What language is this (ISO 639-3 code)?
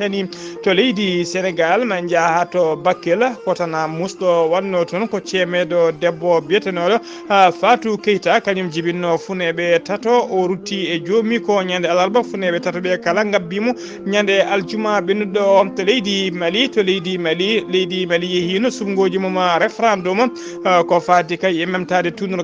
ful